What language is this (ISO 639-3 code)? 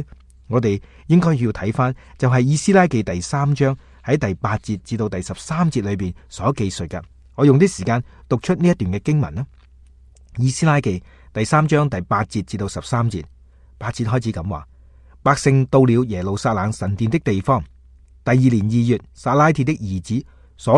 yue